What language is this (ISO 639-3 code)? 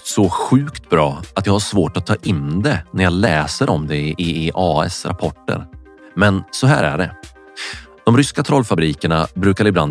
swe